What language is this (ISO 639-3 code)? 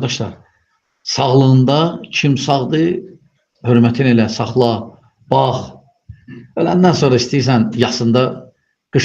aze